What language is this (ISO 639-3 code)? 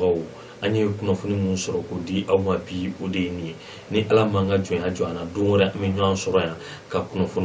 bam